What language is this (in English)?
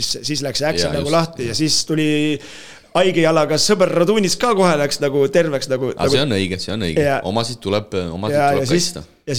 Estonian